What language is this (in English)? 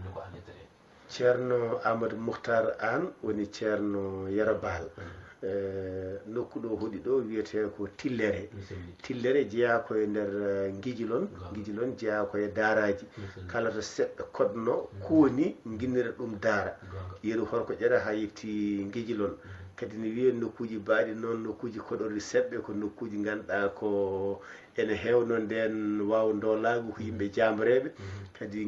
Fula